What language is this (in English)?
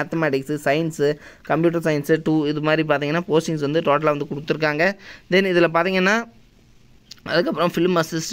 Tamil